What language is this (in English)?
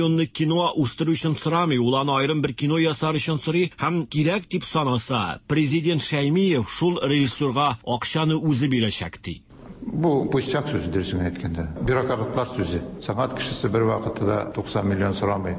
Tatar